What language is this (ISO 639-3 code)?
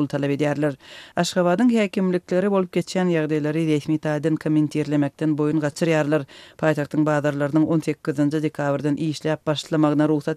tuk